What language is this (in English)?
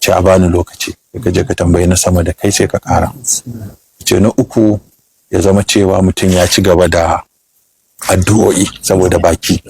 Hausa